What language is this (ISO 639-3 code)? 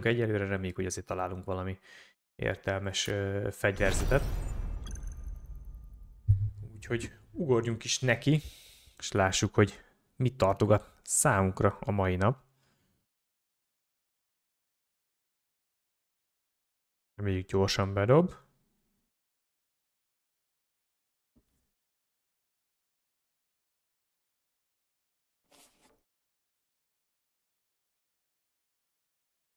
hun